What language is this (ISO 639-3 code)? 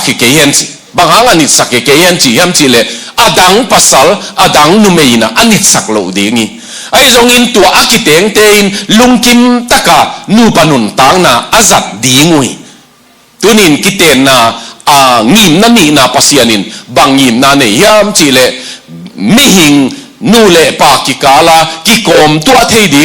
ctd